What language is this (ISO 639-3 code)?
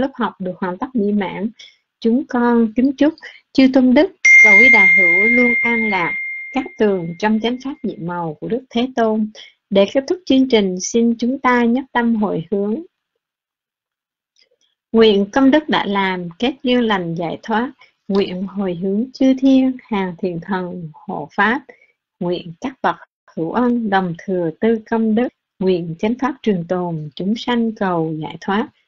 vie